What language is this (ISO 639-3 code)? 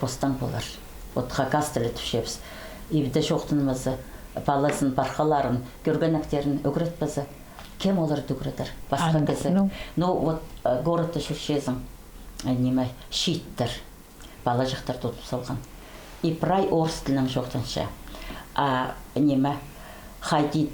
kjh